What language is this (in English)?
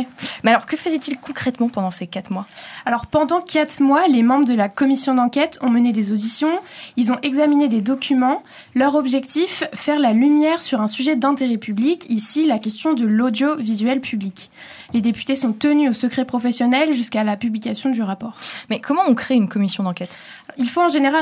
French